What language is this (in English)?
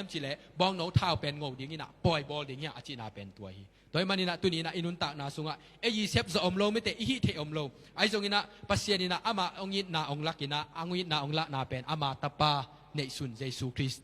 Tedim Chin